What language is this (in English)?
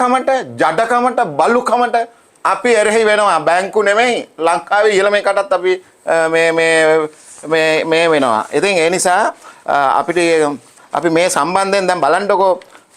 Sinhala